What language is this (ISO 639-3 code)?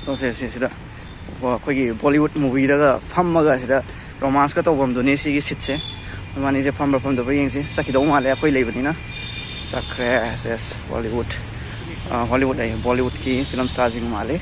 mni